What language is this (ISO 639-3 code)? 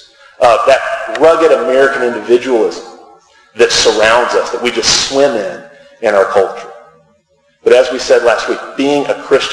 eng